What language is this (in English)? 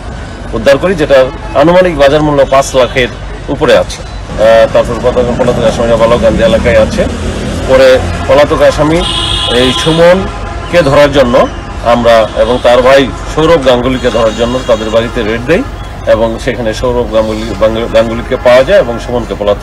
Bangla